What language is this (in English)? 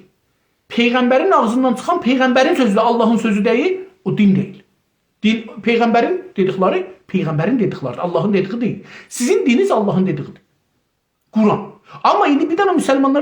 South Azerbaijani